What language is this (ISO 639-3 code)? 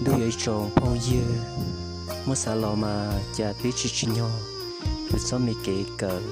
hmn